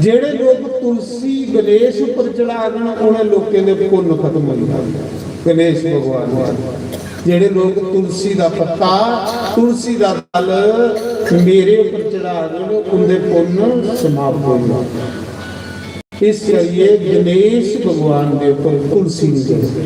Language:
Dogri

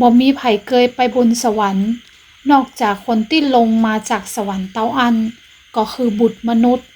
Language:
Northern Thai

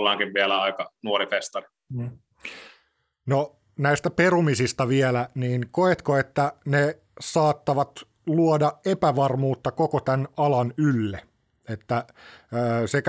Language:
Finnish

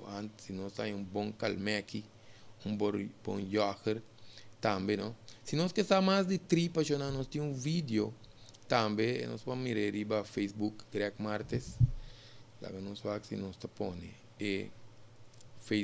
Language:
Papiamento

